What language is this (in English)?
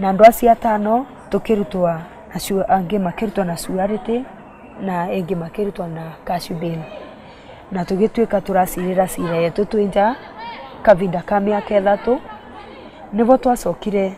Meru